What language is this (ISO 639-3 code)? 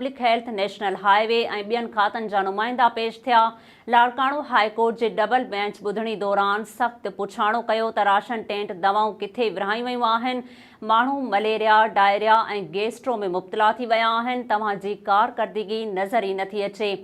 snd